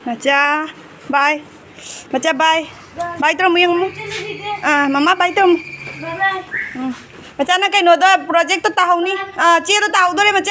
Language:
Manipuri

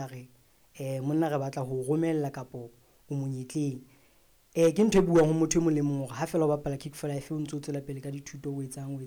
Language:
Southern Sotho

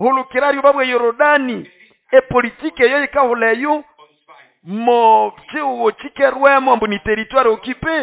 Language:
Nande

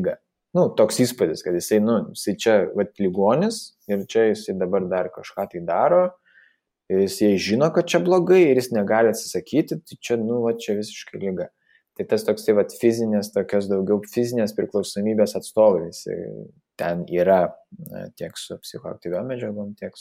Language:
Lithuanian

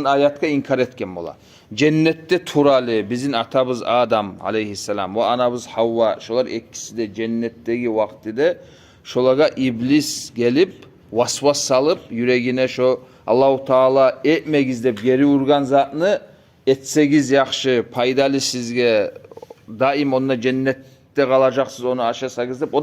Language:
Kumyk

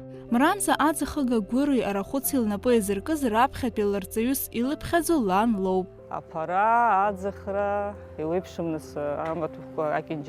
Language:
Abkhazian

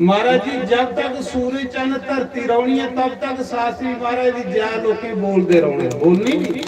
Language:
Dogri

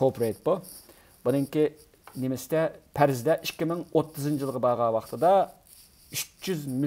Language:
Uyghur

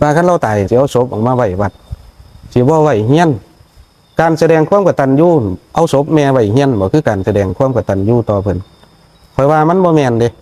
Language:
Northeastern Thai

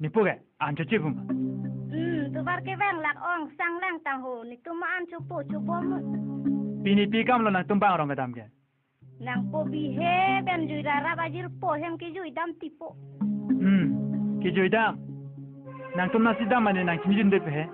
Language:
Karbi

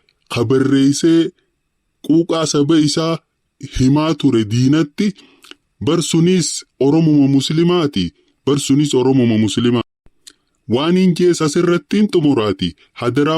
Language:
Oromo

